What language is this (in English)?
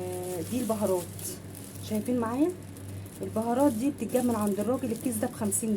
Egyptian Arabic